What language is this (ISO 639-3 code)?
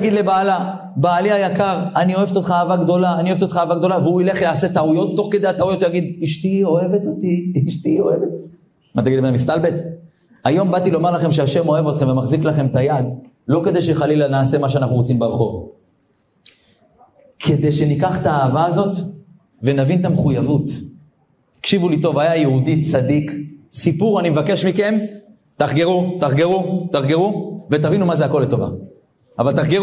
heb